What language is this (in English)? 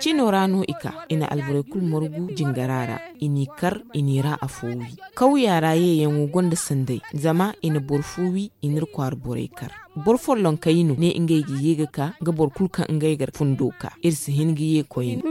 Zarma